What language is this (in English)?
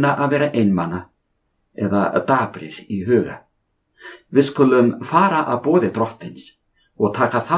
Icelandic